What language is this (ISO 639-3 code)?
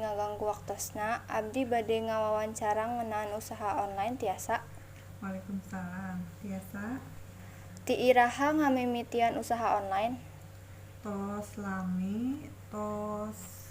sun